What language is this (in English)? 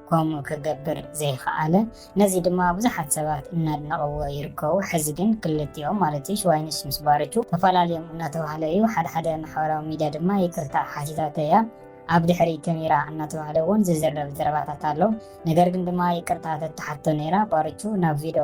Tigrinya